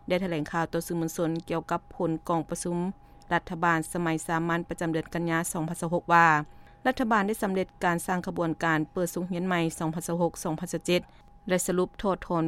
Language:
Lao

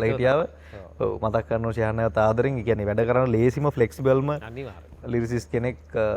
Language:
Sinhala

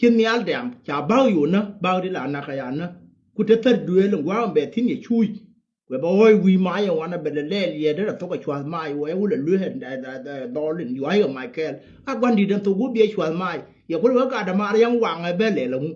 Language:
Nuer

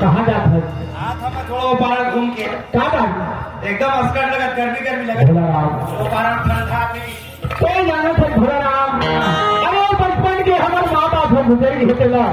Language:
Chhattisgarhi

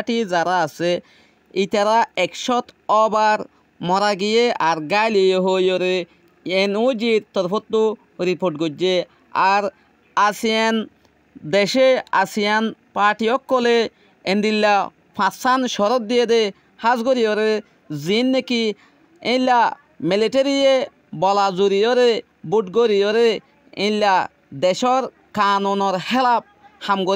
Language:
Rohingya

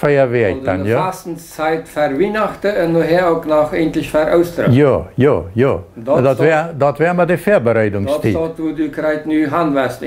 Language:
Plautdietsch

